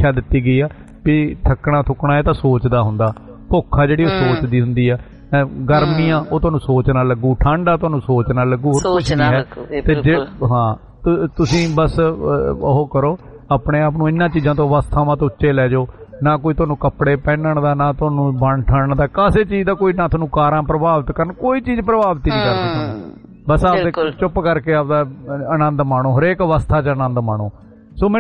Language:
Punjabi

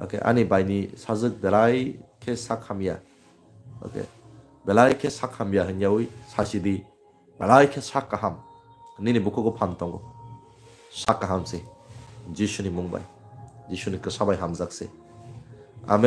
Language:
Kok Borok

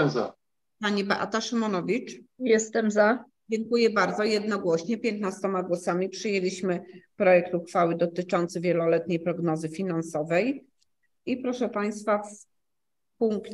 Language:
Polish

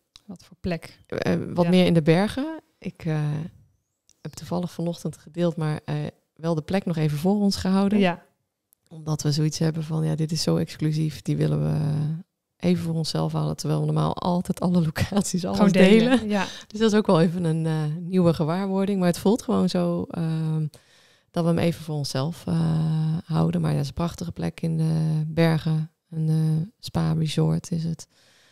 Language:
Dutch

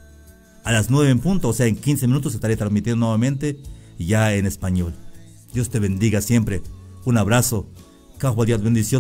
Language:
Tzeltal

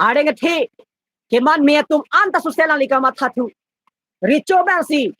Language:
Karbi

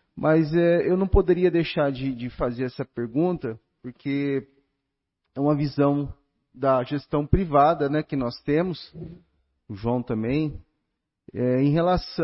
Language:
Portuguese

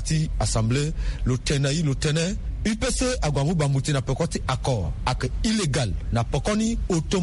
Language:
Sango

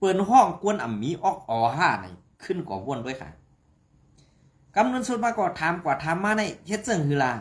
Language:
Shan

